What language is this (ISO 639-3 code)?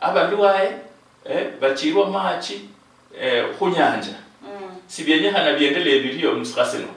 luy